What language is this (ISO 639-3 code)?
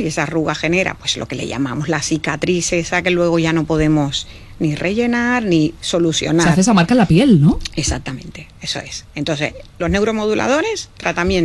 spa